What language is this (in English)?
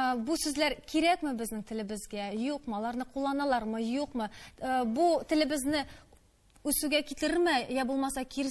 Tatar